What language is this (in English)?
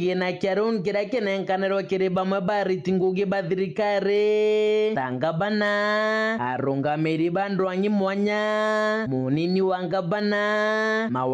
Meru